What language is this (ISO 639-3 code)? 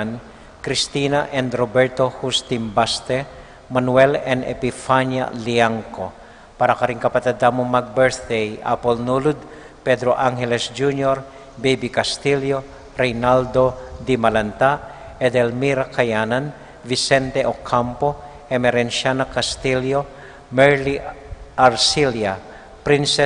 pam